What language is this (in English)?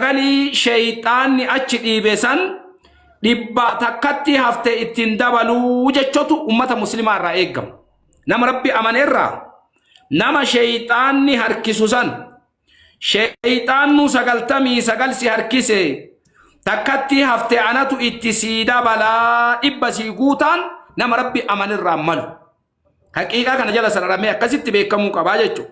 Oromo